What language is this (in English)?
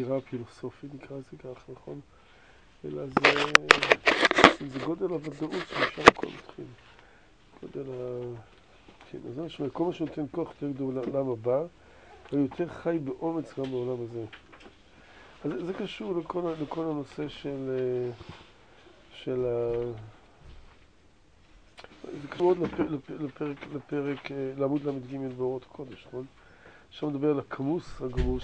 Hebrew